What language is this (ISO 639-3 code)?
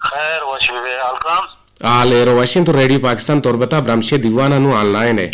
bgp